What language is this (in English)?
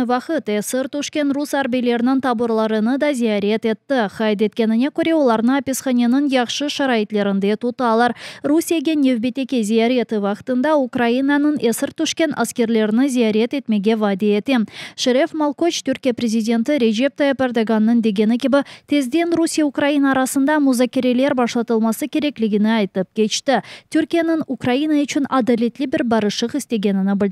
Crimean Tatar